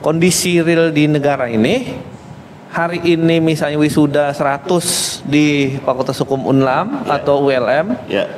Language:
Banjar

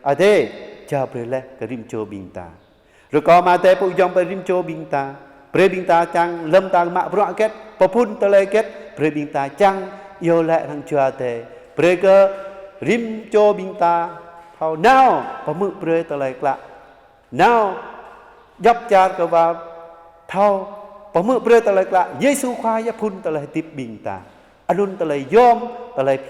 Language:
Jarai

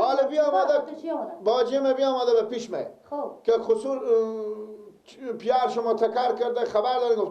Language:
Persian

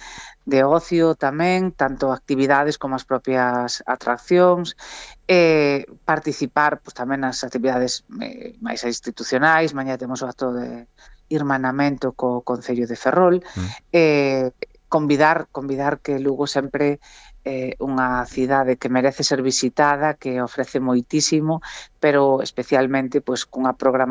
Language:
Galician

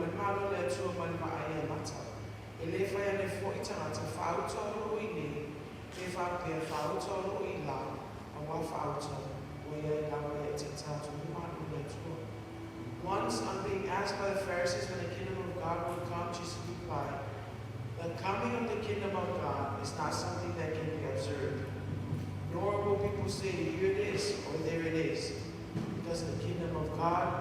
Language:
Samoan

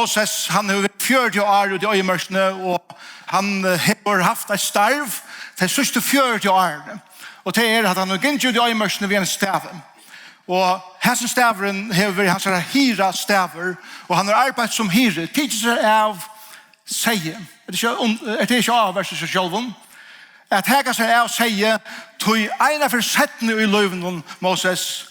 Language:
Faroese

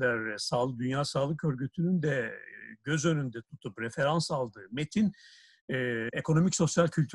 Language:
Turkish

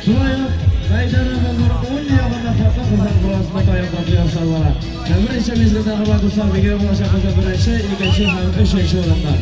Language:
Tatar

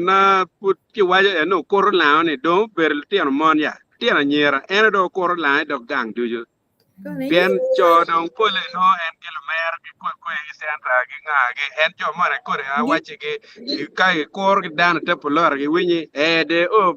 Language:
Acoli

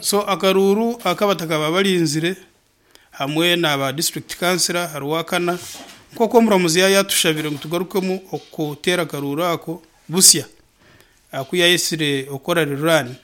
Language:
Nyankole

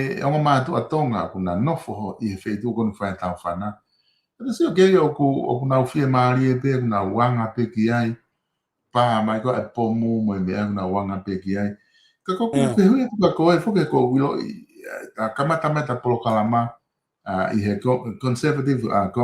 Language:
Tongan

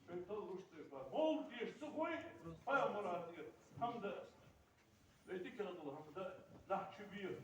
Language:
Ingush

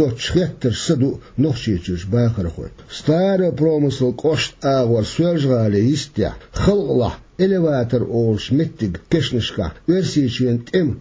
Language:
Chechen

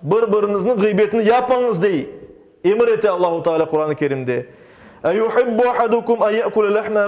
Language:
Crimean Tatar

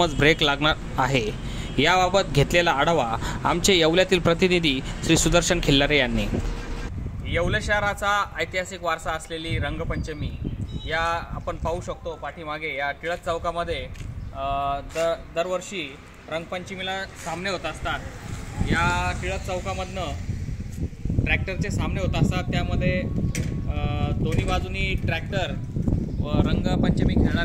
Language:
Marathi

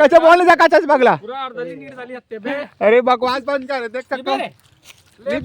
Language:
Chhattisgarhi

